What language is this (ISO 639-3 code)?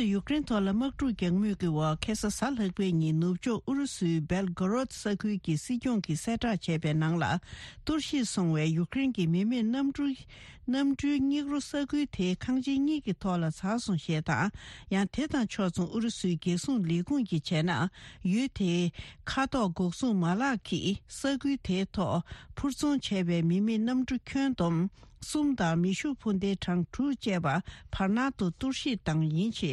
bod